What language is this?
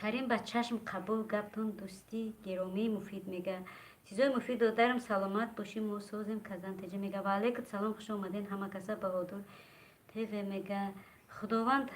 Tajik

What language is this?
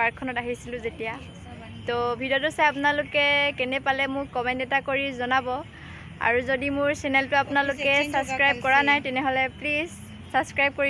Assamese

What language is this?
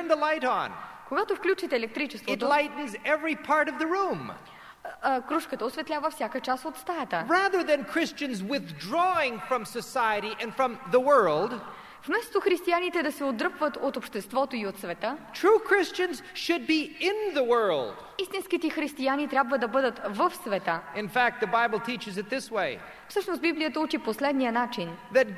Bulgarian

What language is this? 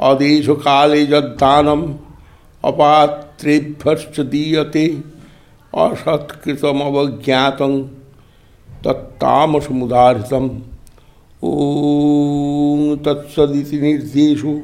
Sanskrit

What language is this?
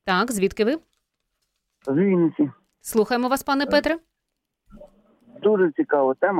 Ukrainian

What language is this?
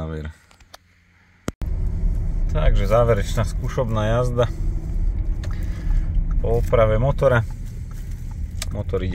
Slovak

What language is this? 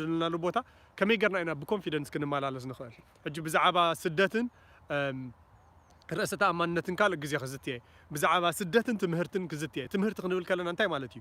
Tigrinya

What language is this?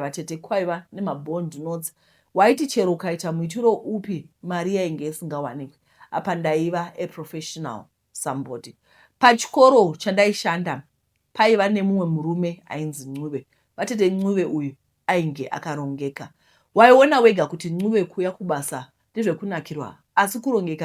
Shona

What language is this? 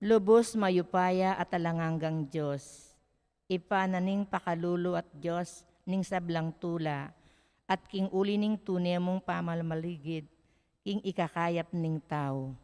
Pampanga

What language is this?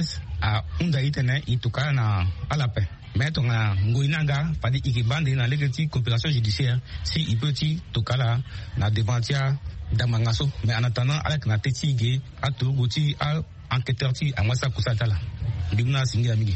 Sango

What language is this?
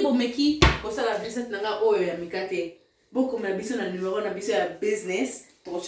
Lingala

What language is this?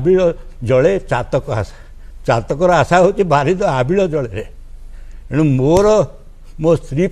Odia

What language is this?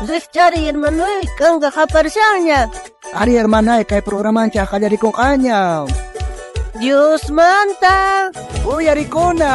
South Bolivian Quechua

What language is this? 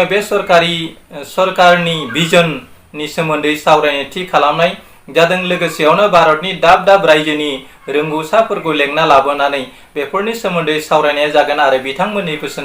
Bodo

